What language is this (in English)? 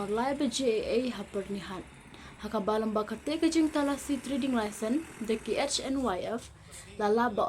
Khasi